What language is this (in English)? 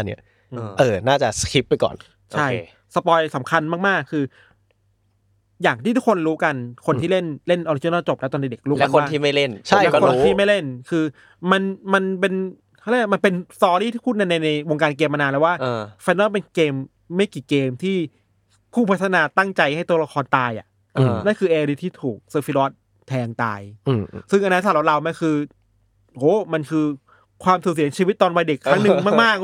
Thai